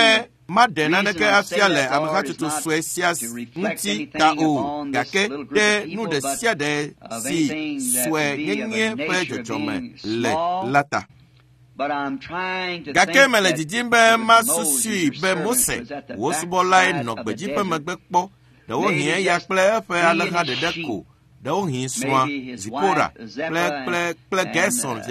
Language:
Ewe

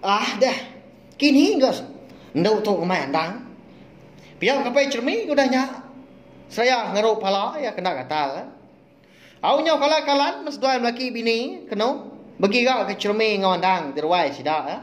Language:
Iban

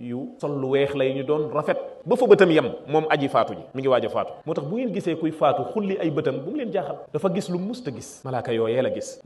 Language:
Wolof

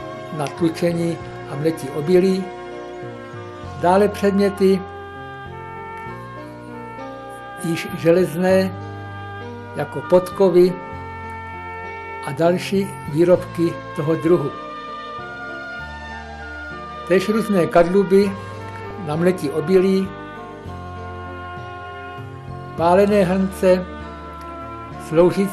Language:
Czech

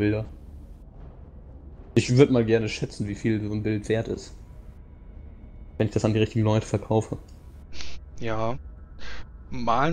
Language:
German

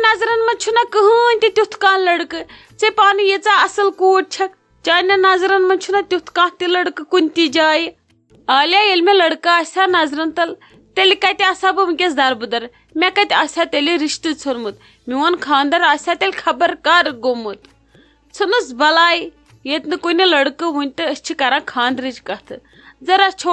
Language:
Kashmiri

